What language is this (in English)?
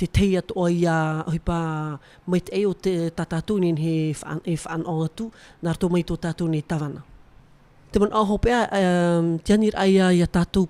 Tahitian